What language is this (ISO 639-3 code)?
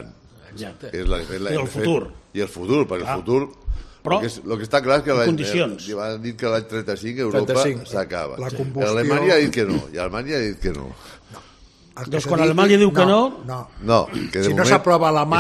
cat